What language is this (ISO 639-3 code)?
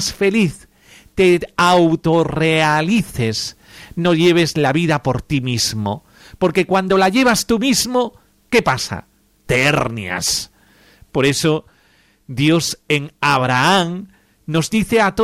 spa